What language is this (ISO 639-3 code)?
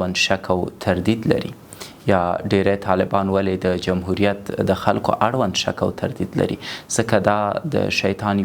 pus